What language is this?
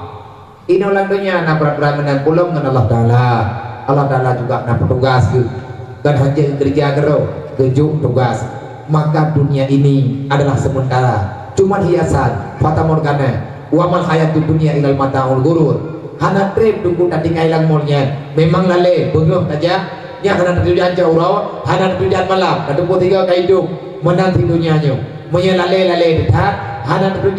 Achinese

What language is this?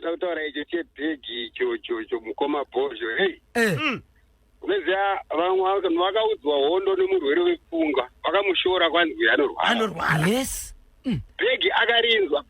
Shona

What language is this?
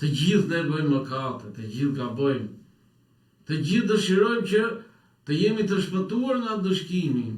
Albanian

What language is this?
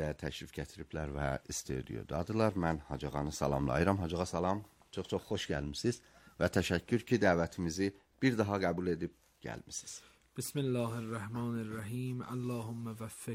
Azerbaijani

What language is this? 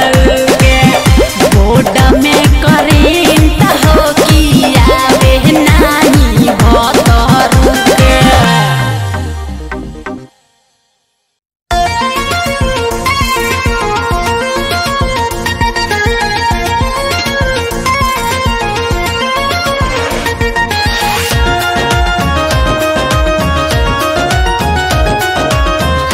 Bhojpuri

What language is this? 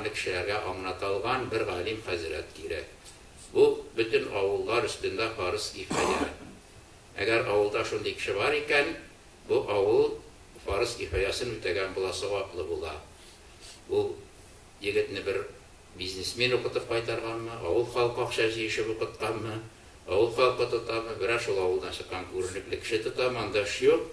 Tatar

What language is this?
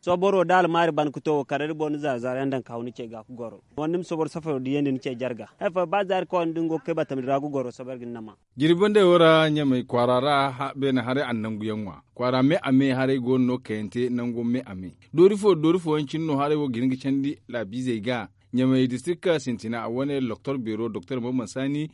Zarma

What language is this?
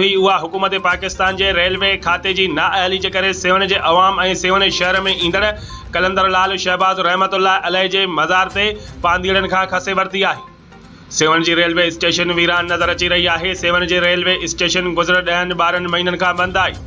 Sindhi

